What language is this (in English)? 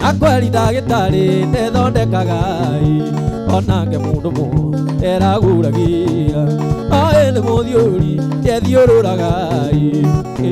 Kikuyu